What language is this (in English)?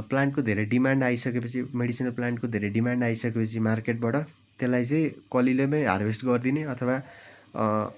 Nepali